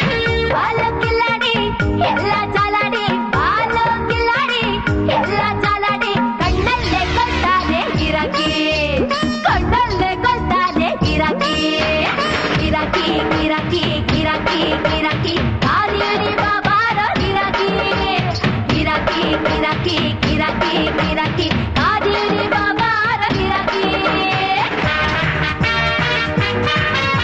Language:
Kannada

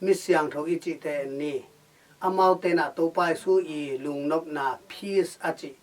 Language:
Tedim Chin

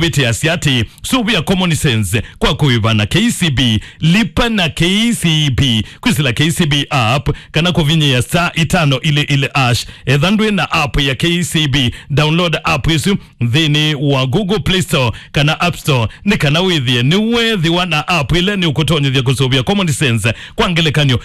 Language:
Kamba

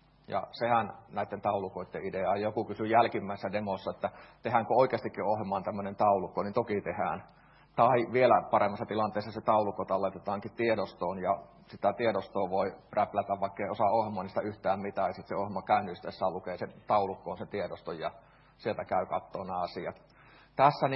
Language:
Finnish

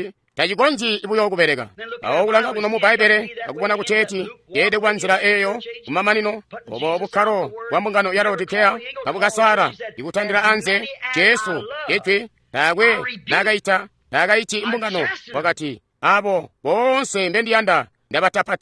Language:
Tonga (Zambia)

